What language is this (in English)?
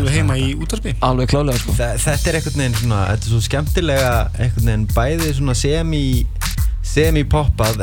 Icelandic